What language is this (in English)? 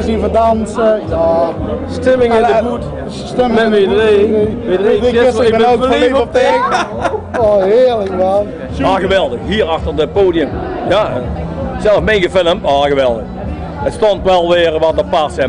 Limburgish